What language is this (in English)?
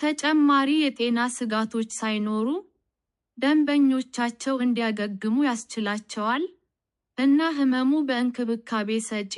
Amharic